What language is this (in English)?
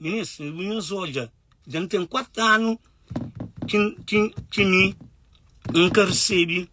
Kabuverdianu